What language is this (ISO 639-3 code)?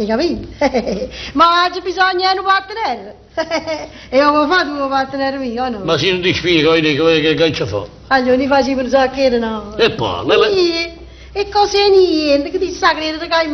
nap